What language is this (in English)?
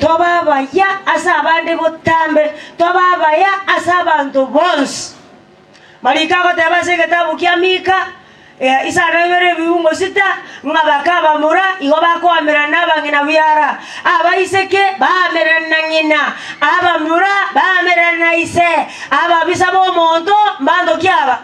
Gusii